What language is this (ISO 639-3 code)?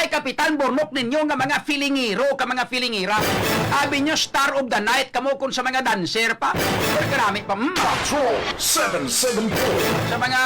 hil